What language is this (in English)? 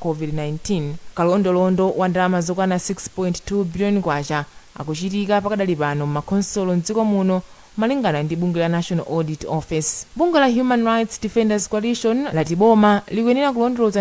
Nyanja